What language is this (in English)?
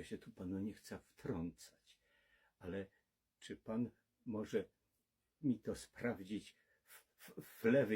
Silesian